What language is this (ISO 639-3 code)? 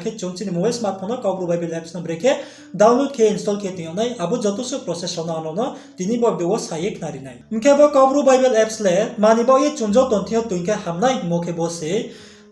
ria